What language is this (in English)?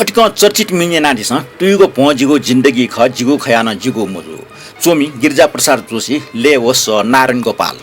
Newari